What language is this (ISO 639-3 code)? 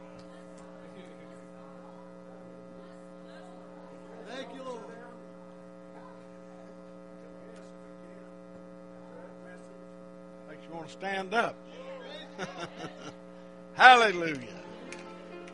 eng